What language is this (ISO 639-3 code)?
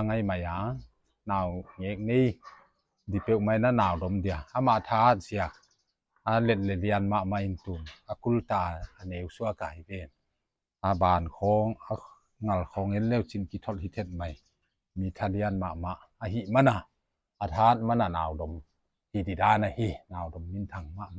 pck